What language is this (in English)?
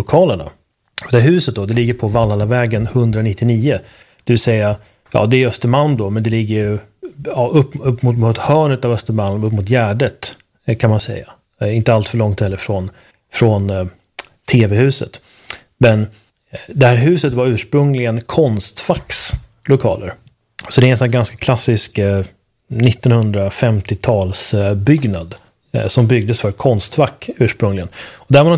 Swedish